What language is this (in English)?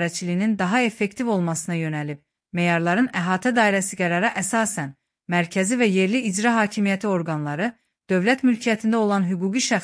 Azerbaijani